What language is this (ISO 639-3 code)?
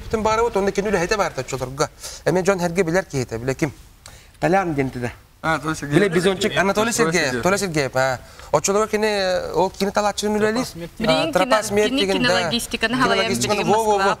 sah